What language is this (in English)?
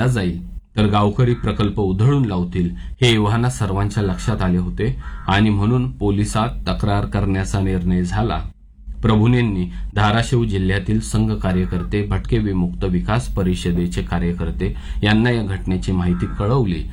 Marathi